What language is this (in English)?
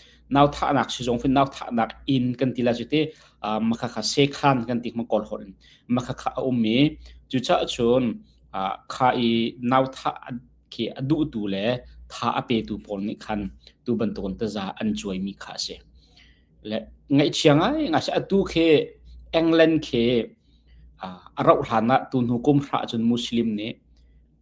Hakha Chin